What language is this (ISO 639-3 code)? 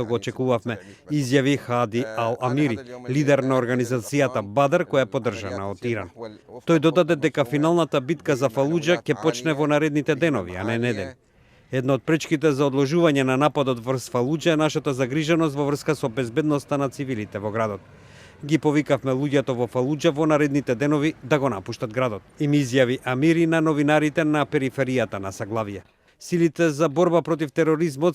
mkd